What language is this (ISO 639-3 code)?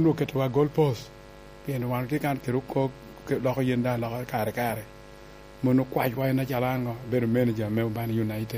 laj